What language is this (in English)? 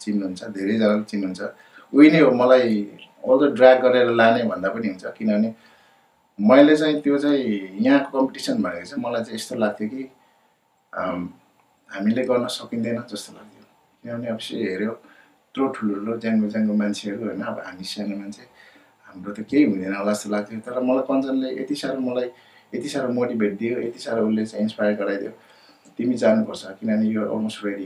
Nepali